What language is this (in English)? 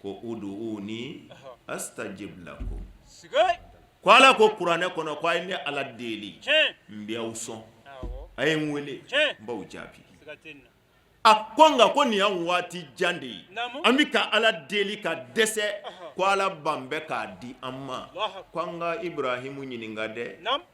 Bambara